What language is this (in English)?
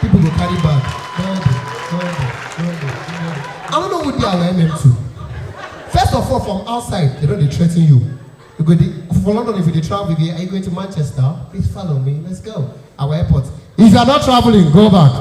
Nigerian Pidgin